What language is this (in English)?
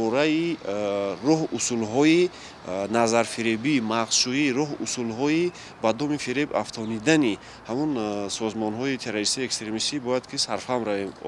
Tajik